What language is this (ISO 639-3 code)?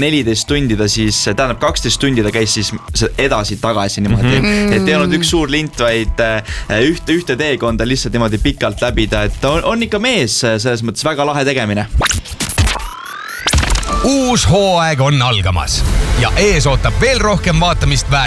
est